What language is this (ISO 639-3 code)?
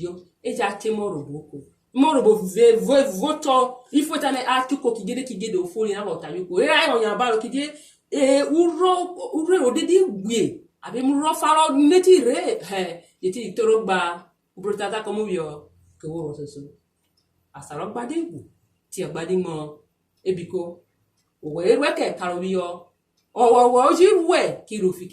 urh